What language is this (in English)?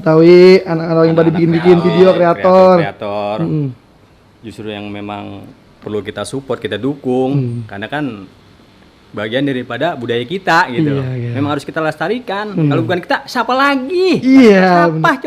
Betawi